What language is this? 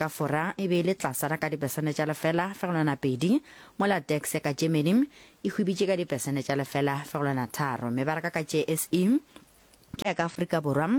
Northern Sotho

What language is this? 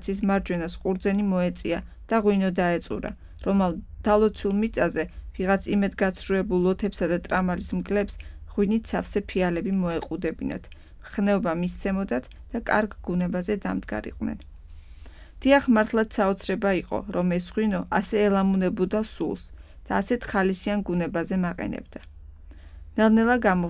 Georgian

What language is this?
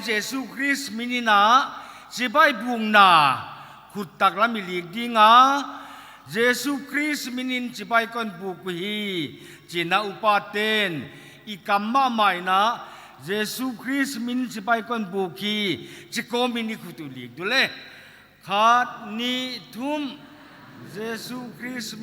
Paite Chin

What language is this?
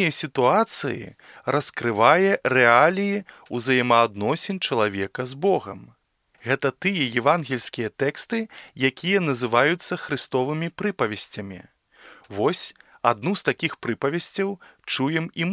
Belarusian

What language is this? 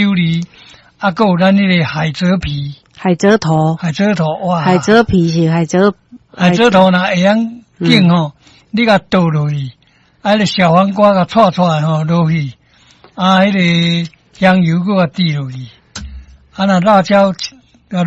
Min Nan Chinese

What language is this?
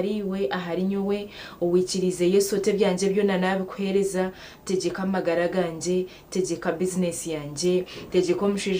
Nyankole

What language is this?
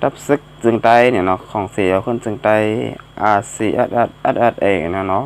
Shan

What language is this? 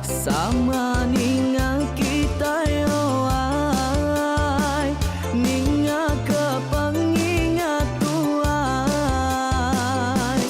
Iban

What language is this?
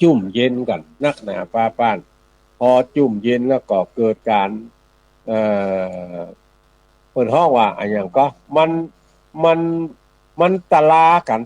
Northern Thai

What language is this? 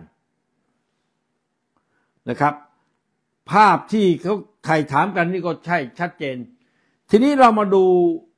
Thai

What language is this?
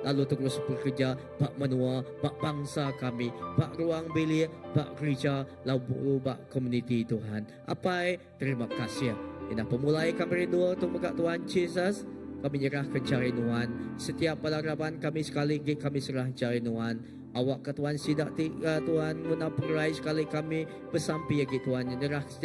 Iban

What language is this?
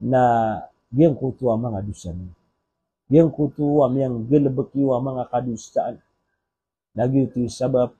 Maranao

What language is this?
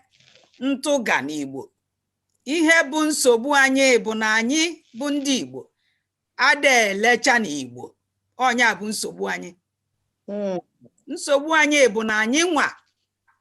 Igbo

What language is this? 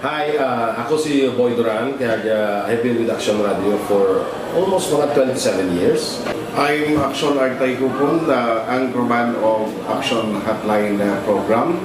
Hiligaynon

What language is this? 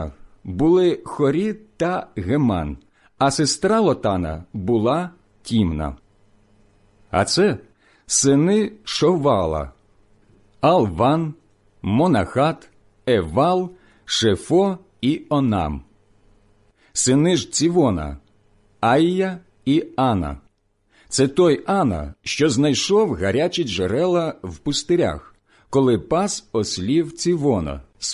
Ukrainian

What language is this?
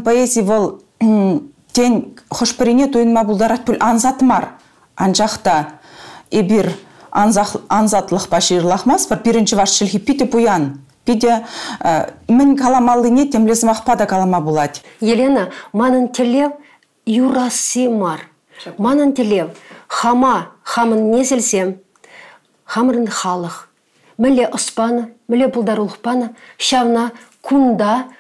Chuvash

